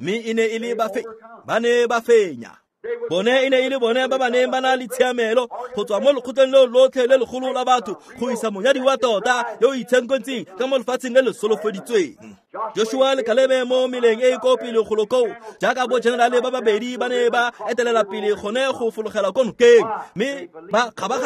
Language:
Tswana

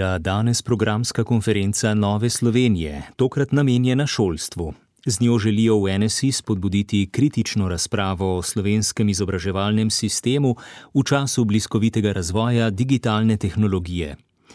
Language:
Slovenian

